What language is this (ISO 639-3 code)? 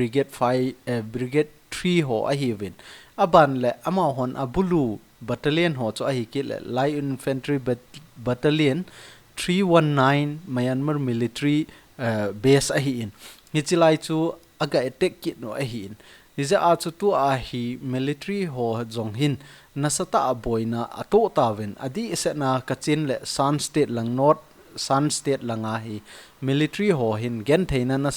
tcz